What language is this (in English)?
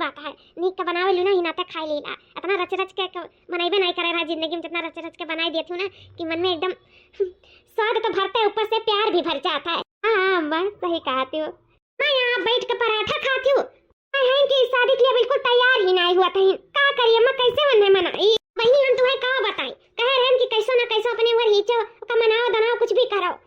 Awadhi